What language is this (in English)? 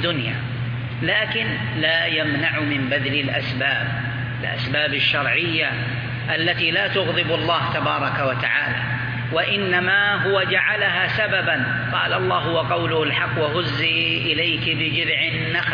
Arabic